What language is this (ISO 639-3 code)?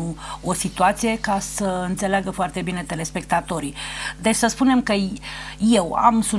ron